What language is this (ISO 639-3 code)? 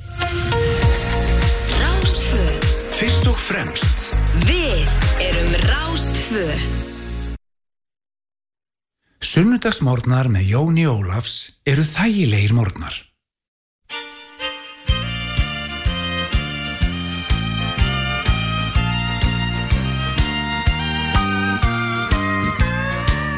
isl